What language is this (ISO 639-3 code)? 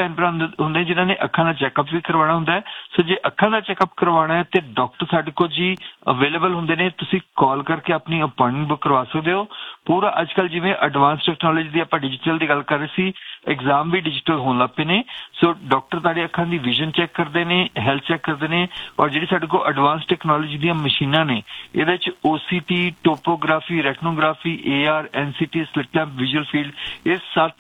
pan